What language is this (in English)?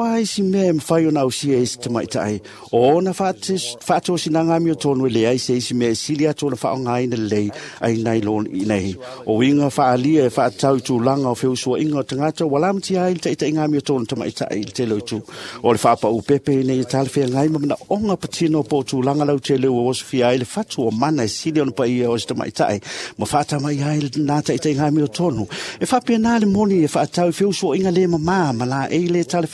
Samoan